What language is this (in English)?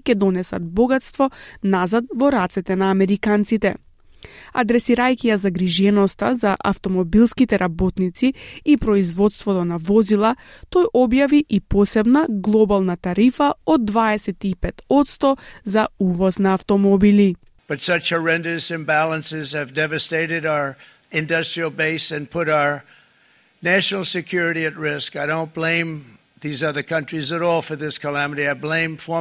Macedonian